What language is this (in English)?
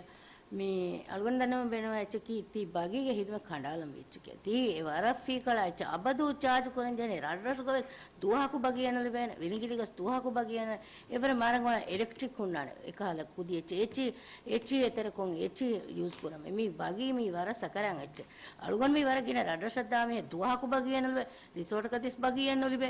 Divehi